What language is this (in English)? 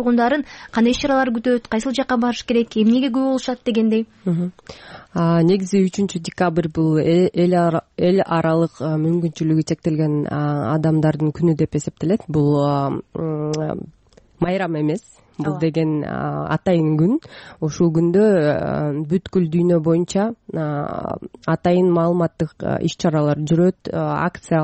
Kyrgyz